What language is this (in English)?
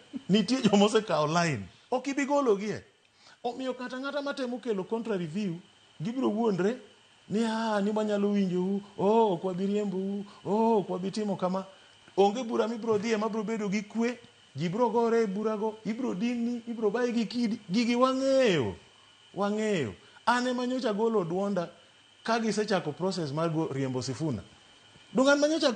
Luo (Kenya and Tanzania)